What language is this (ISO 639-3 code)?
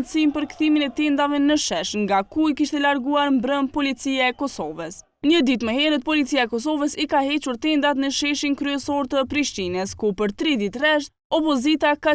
sqi